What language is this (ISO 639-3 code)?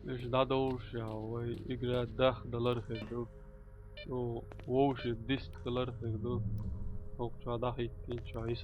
che